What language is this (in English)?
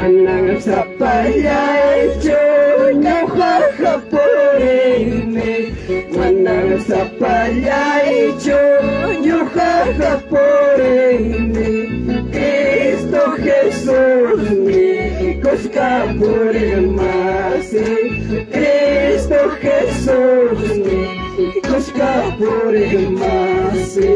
Ayacucho Quechua